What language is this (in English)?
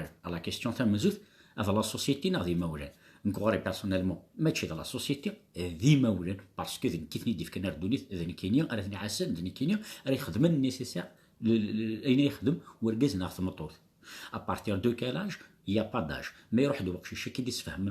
Kabyle